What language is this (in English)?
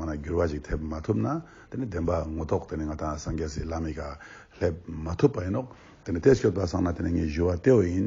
Ladakhi